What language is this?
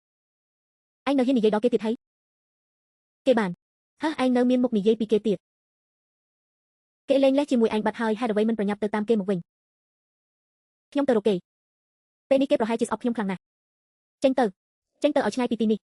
Khmer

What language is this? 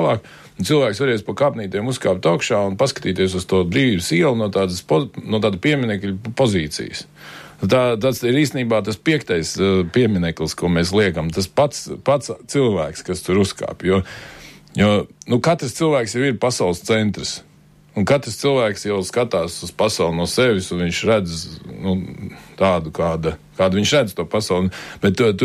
Latvian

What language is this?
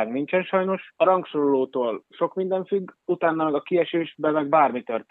Hungarian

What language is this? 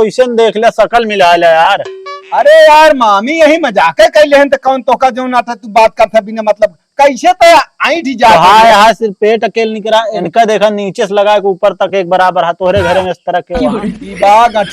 Awadhi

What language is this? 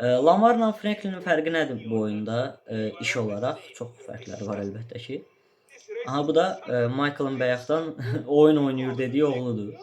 Azerbaijani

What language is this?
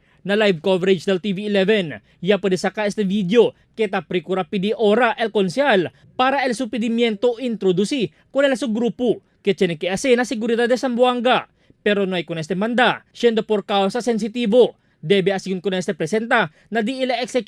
Chavacano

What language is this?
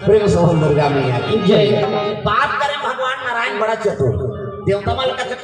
Chhattisgarhi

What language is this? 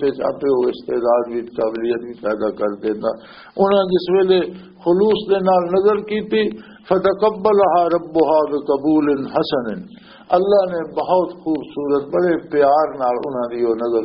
Western Panjabi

